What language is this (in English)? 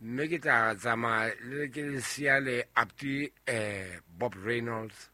Southern Sotho